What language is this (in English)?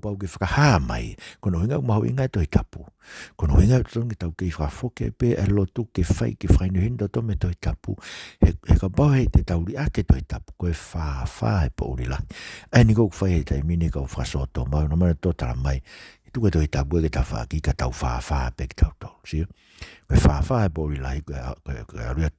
Tongan